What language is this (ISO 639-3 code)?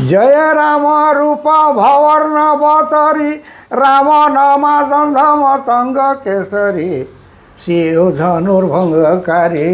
sck